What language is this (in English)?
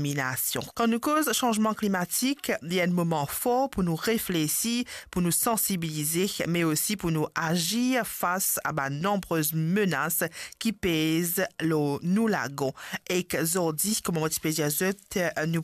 Morisyen